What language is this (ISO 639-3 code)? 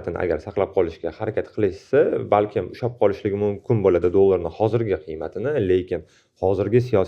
uzb